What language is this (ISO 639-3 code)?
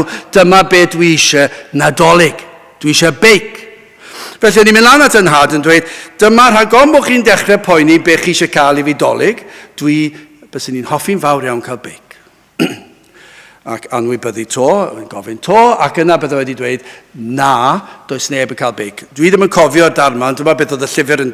cym